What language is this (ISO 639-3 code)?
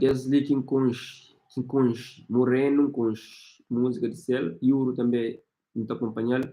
kea